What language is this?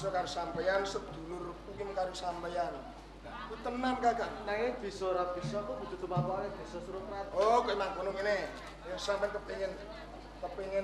Javanese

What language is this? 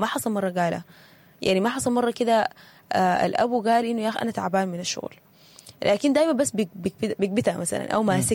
Sudanese Arabic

